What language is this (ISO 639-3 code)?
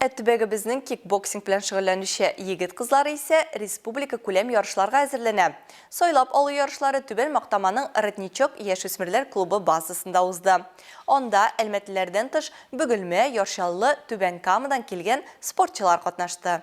tat